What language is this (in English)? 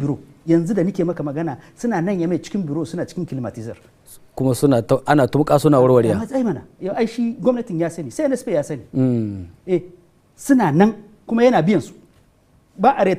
Hausa